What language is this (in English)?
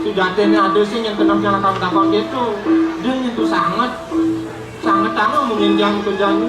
Balinese